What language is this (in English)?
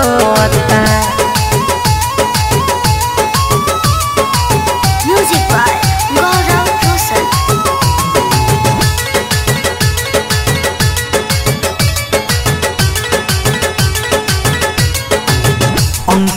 Bhojpuri